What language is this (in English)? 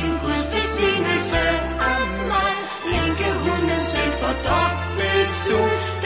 Danish